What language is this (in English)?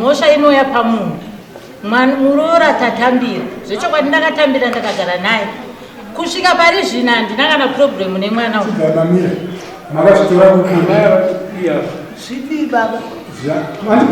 Shona